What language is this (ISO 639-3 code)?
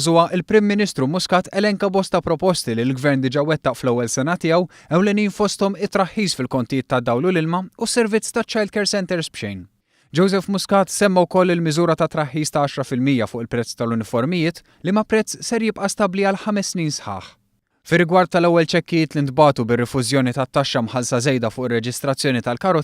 mlt